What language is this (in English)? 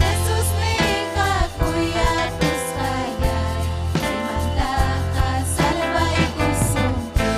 Ayacucho Quechua